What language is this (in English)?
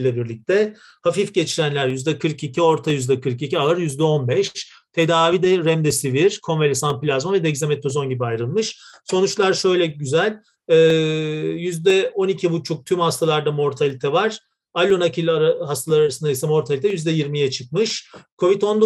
Turkish